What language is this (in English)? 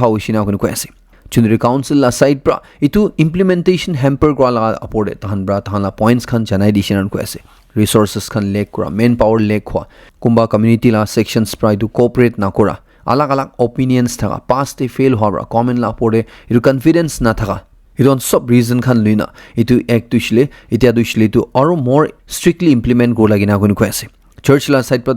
Naga Pidgin